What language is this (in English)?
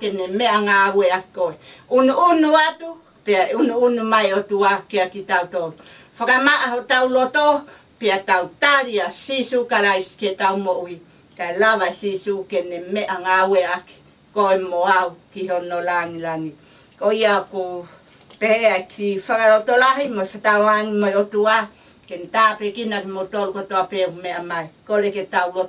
Tongan